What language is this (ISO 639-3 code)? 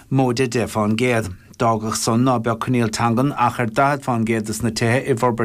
gle